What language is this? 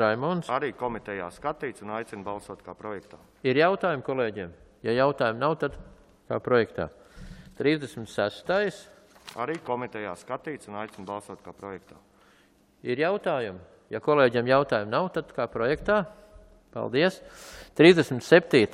Latvian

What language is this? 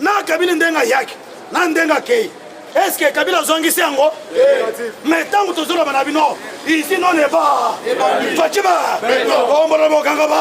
Lingala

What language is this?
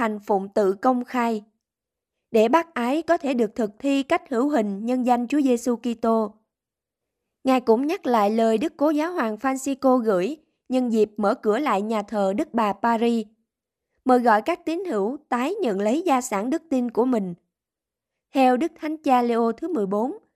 Vietnamese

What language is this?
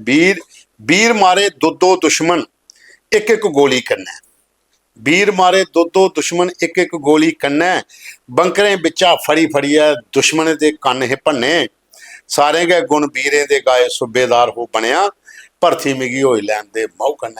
Dogri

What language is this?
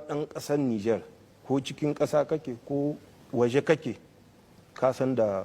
Hausa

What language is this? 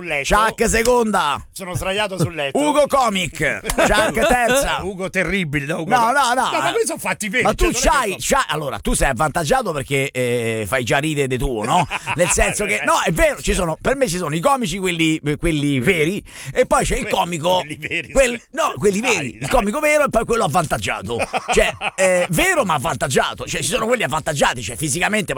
Italian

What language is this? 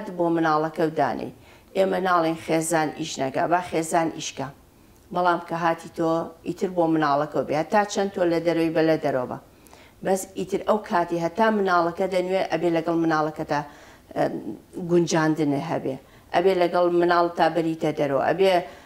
Central Kurdish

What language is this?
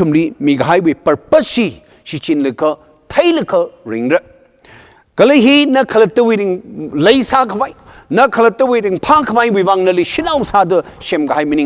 Tangkhul Naga (India)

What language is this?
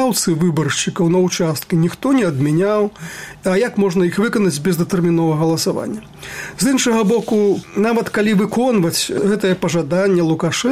Belarusian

